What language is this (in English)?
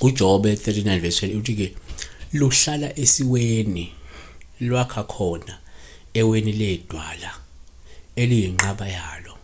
Zulu